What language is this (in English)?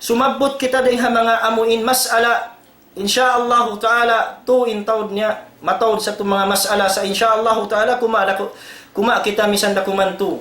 Tausug